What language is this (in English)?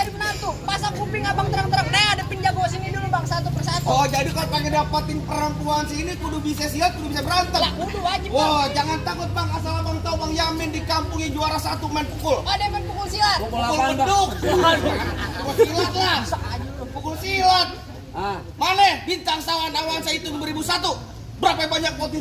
Betawi